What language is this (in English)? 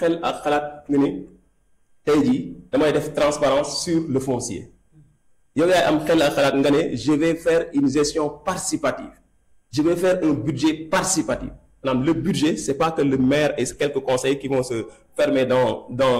Wolof